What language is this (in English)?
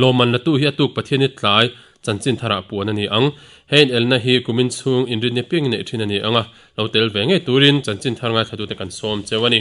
Mizo